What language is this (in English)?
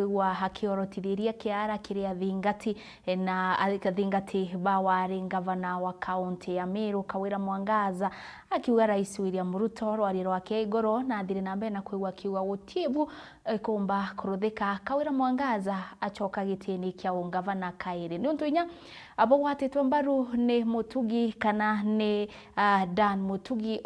Meru